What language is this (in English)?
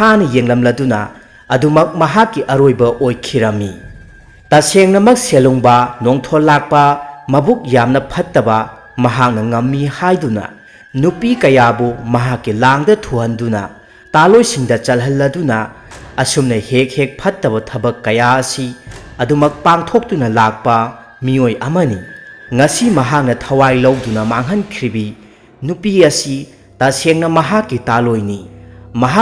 Manipuri